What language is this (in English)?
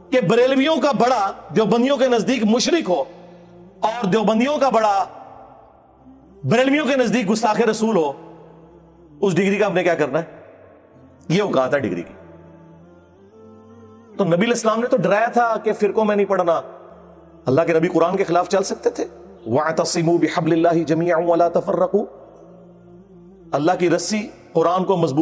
Urdu